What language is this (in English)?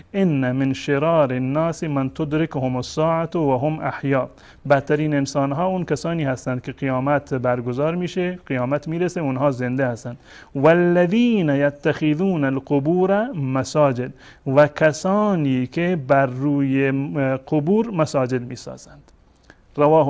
Persian